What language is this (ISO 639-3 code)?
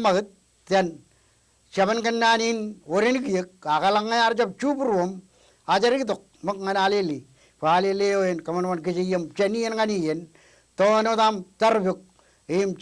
mah